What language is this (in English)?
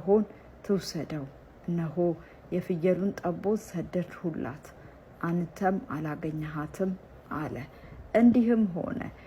Amharic